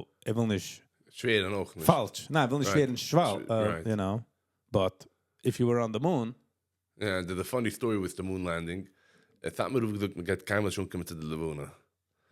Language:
Yiddish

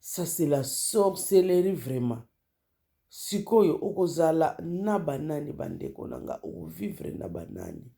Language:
Lingala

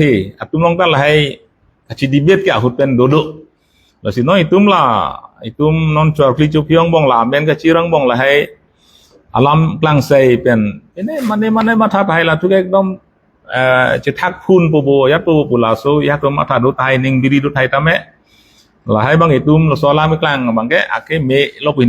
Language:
Karbi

